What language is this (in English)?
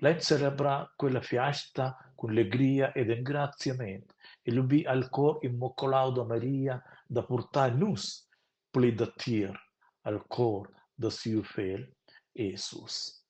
Romansh